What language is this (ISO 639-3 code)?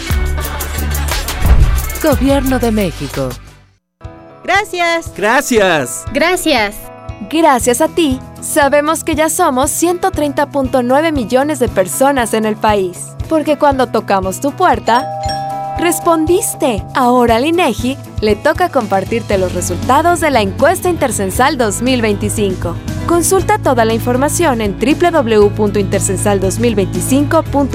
spa